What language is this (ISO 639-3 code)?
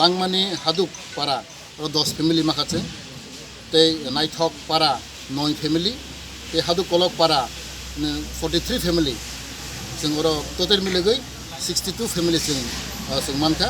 trp